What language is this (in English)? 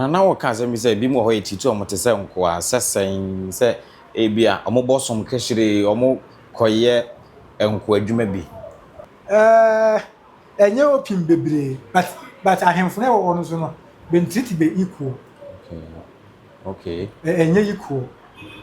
Akan